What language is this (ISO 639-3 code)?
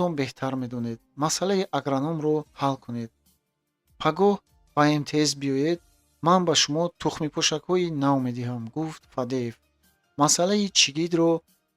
tgk